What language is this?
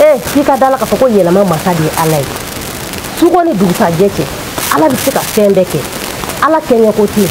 Bambara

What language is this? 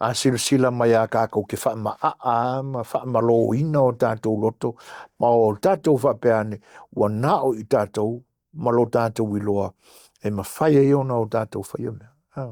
Samoan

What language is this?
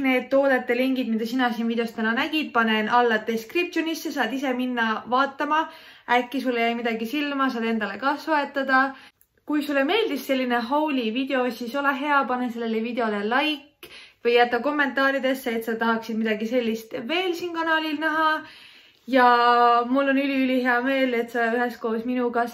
Estonian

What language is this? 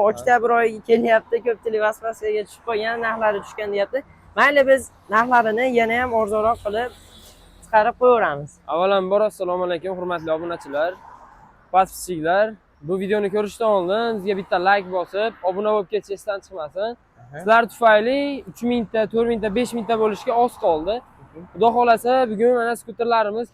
Uzbek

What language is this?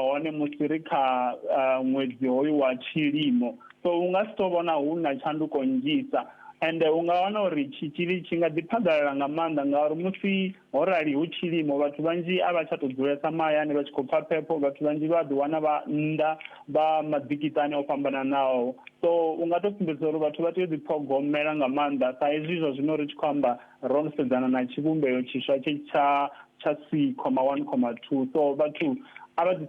Venda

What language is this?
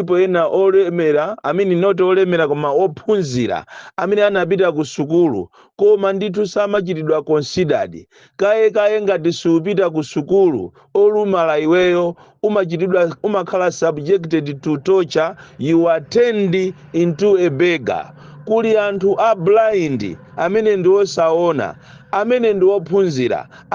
Nyanja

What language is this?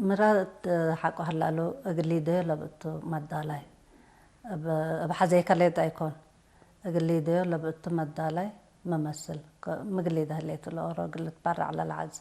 Tigre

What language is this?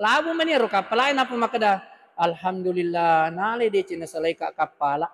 Buginese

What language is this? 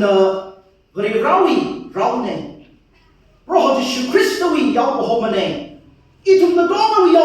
Tangkhul Naga (India)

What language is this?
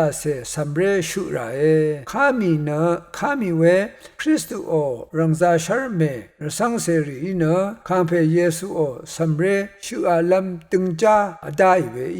Rawang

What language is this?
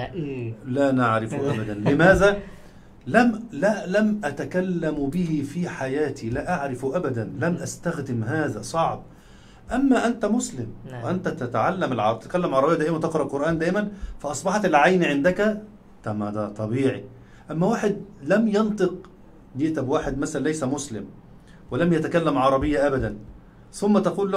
Arabic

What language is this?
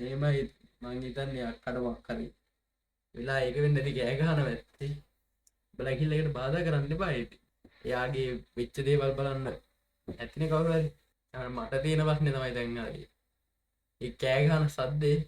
Sinhala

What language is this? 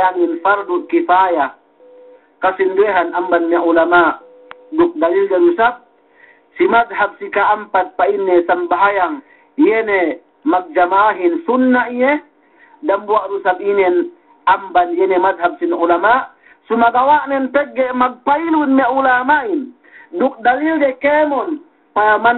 Yakan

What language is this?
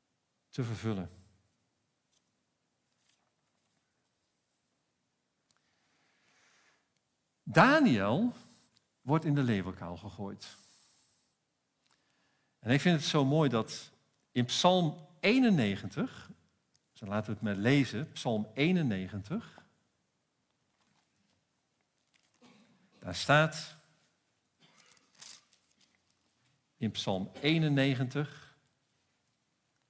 Dutch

